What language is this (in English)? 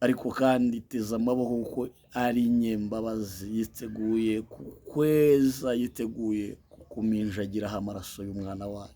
Kinyarwanda